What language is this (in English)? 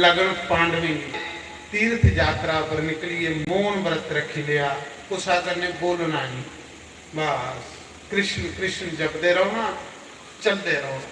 Dogri